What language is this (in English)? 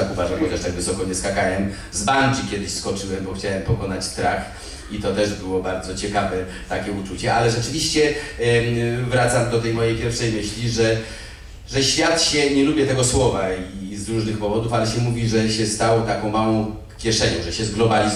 Polish